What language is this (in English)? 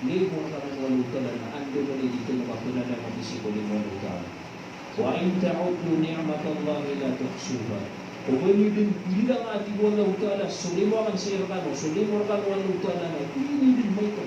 Maranao